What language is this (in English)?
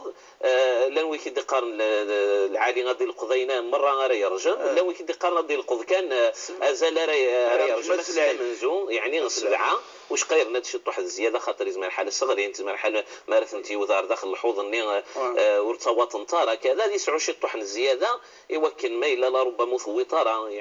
Moroccan Arabic